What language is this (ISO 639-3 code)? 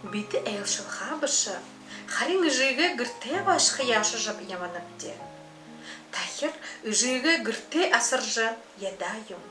bua